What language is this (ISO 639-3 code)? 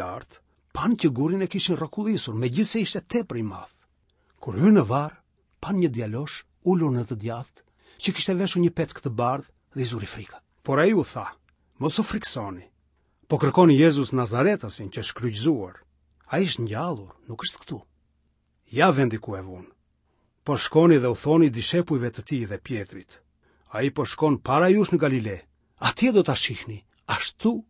sqi